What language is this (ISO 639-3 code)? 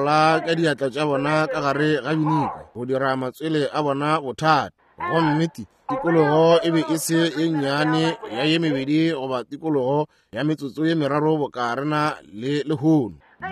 nso